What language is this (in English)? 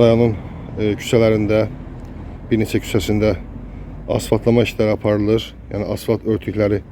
Azerbaijani